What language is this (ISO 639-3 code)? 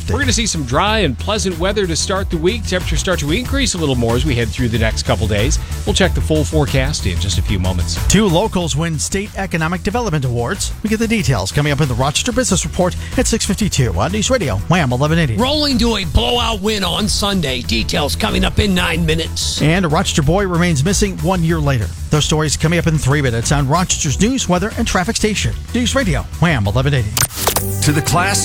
eng